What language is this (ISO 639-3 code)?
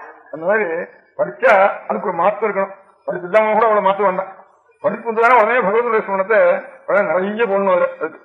tam